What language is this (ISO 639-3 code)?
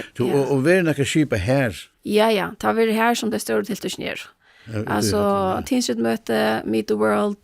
fao